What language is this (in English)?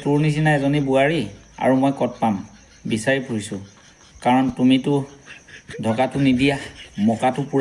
Assamese